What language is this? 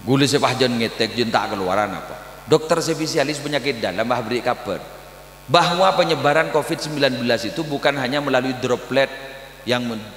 Madurese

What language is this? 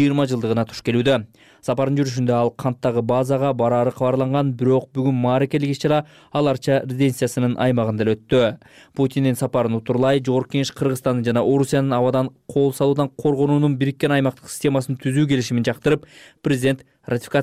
Kyrgyz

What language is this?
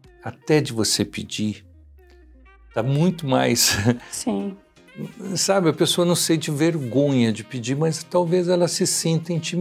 Portuguese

